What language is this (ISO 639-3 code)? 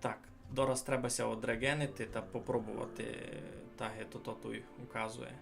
rue